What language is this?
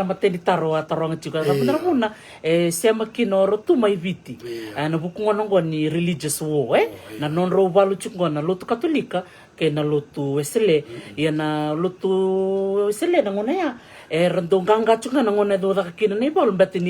Fijian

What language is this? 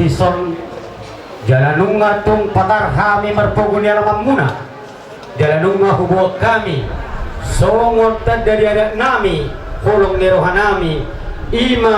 Batak Toba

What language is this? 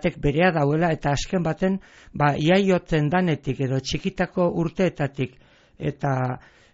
Basque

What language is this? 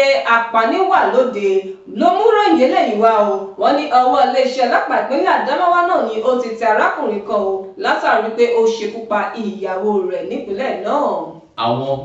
Yoruba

